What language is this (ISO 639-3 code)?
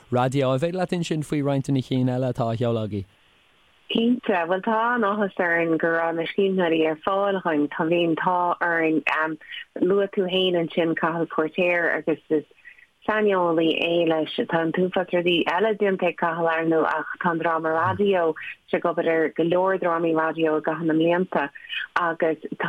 gle